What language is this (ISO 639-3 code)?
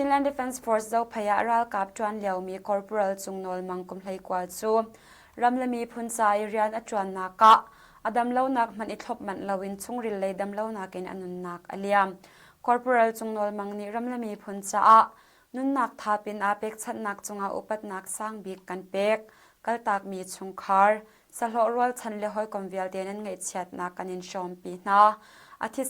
cnh